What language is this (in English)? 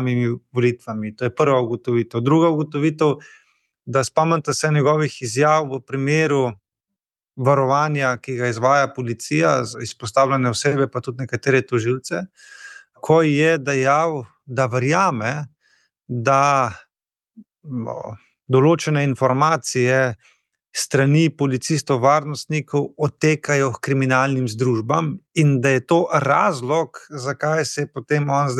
Slovenian